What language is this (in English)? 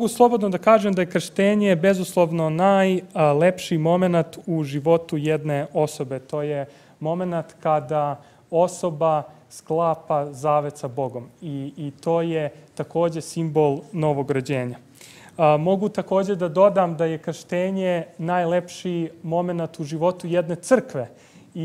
Serbian